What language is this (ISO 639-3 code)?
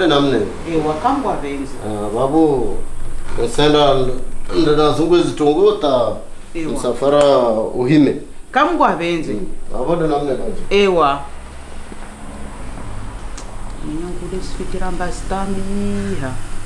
swa